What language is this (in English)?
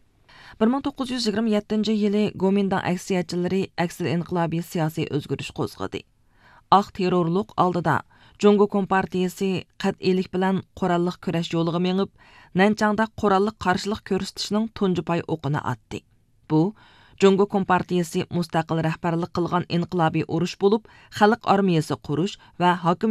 Uyghur